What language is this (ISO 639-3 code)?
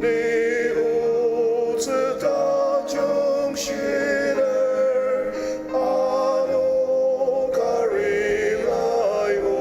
njo